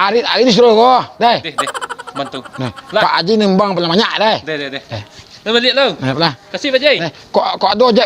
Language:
Minangkabau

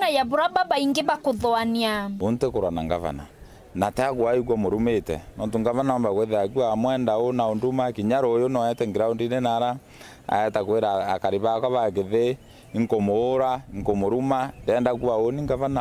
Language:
Meru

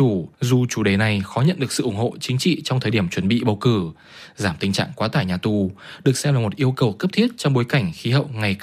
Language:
Vietnamese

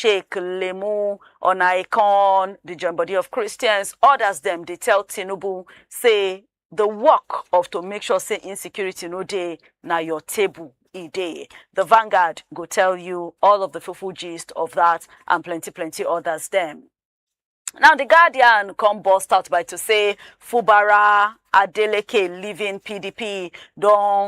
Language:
Nigerian Pidgin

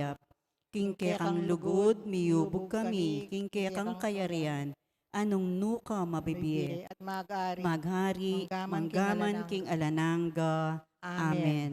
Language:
Pampanga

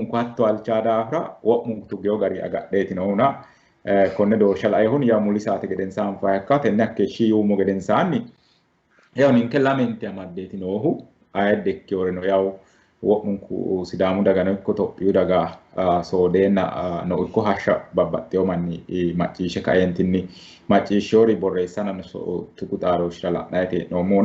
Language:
Sidamo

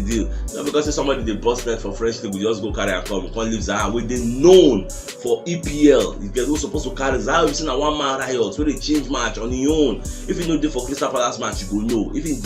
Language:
Nigerian Pidgin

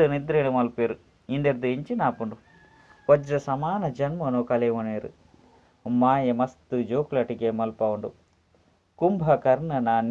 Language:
Tulu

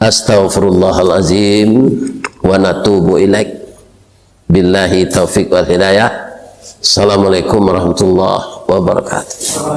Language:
Minangkabau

